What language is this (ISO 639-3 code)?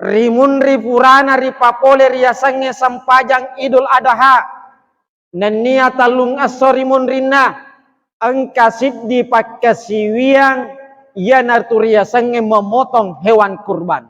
bug